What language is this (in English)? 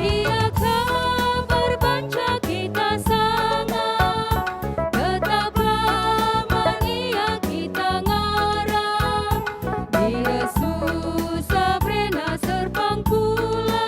Batak Karo